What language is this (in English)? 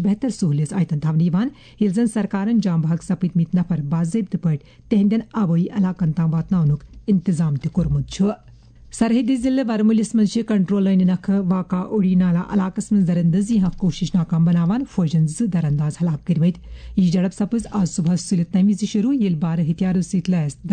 Kashmiri